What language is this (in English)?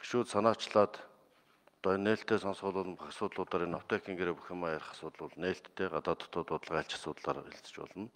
Mongolian